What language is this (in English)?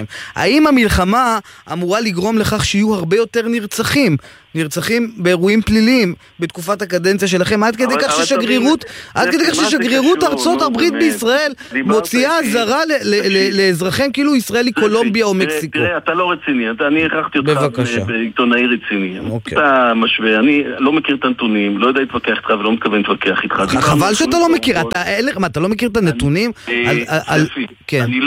Hebrew